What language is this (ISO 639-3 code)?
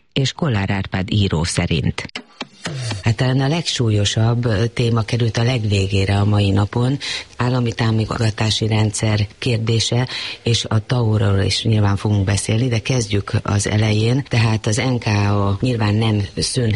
hun